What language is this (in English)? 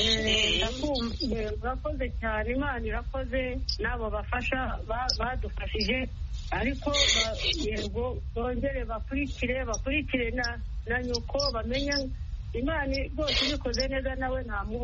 Kinyarwanda